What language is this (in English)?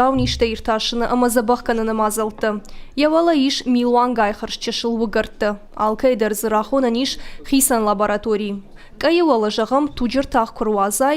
Ossetic